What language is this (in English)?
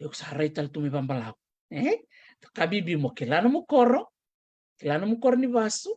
Fijian